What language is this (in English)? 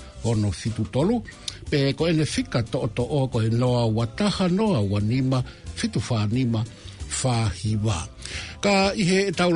Tongan